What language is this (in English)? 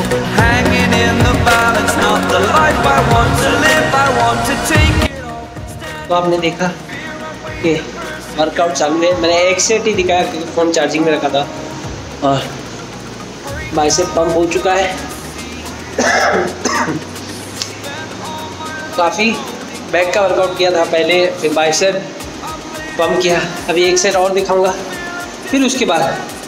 Hindi